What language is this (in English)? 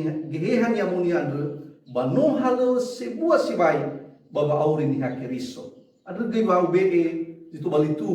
Nias